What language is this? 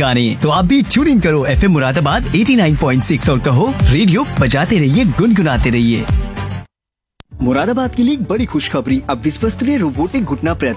Hindi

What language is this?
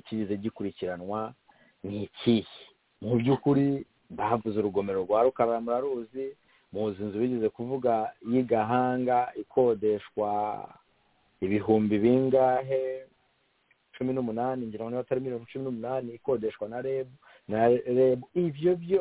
Kinyarwanda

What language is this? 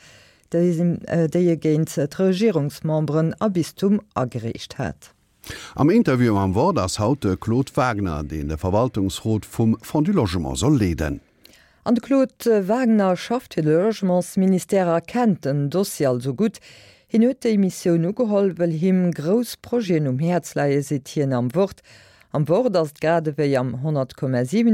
Luxembourgish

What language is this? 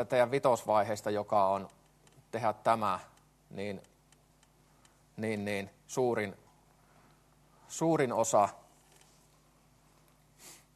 Finnish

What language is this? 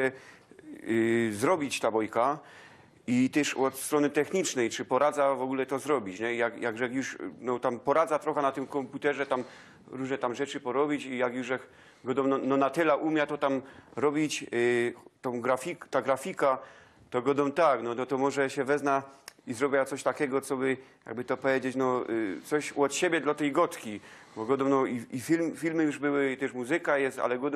Silesian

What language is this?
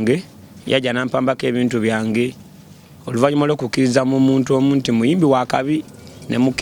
Ganda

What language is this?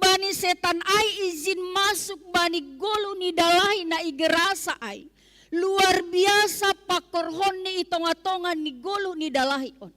Batak Simalungun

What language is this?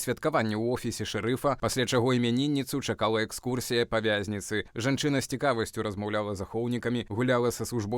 Belarusian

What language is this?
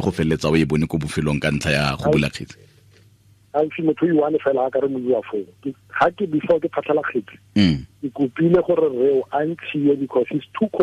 Tswana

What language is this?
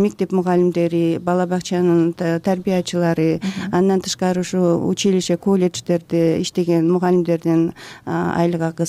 Kyrgyz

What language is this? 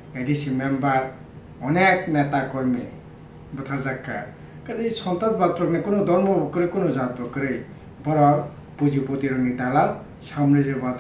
Kok Borok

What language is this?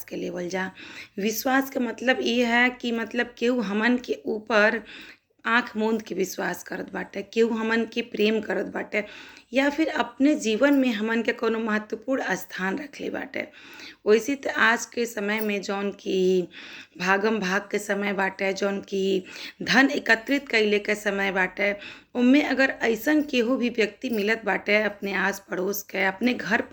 Bhojpuri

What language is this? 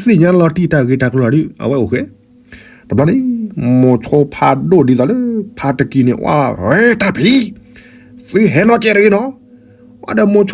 S'gaw Karen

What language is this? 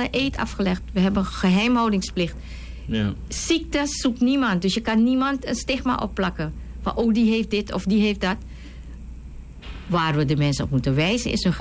Dutch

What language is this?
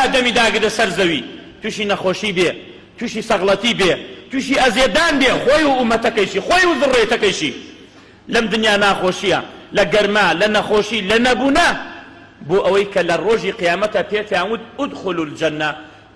Central Kurdish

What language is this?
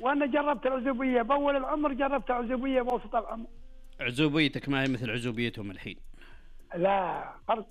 Najdi Arabic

